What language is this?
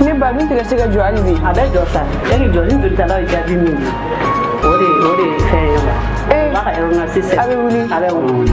Bambara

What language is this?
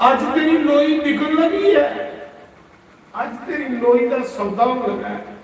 Dogri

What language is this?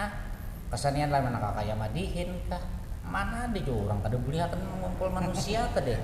Banjar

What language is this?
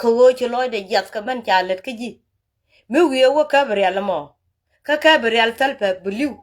Nuer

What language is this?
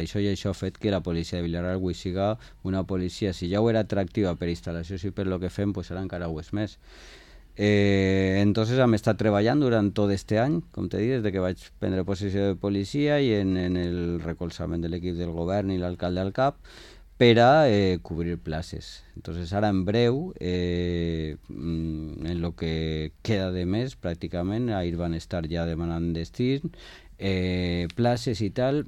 Catalan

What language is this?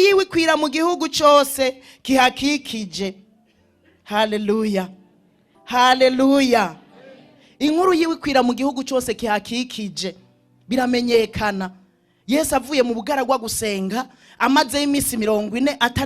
Rundi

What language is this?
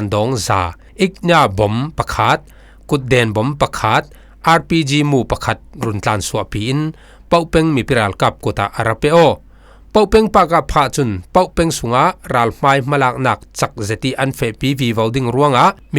Falam Chin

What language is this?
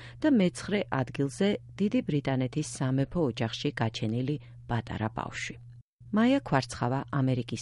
Georgian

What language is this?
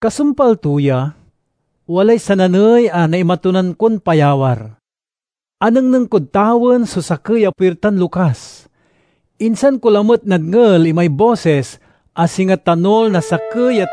Pangasinan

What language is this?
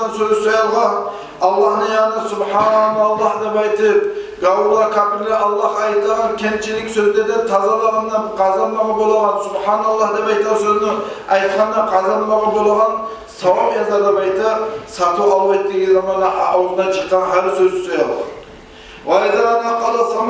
Kumyk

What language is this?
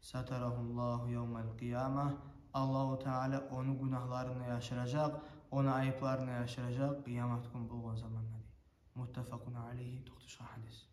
Kumyk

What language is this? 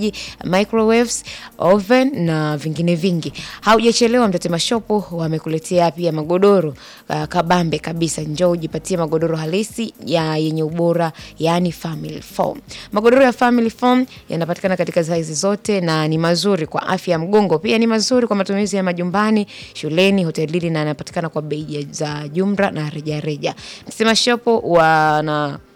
Swahili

